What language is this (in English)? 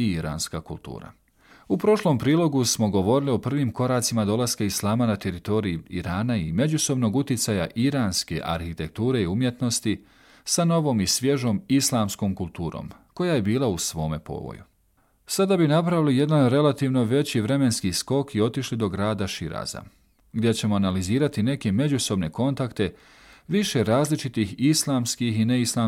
Bosnian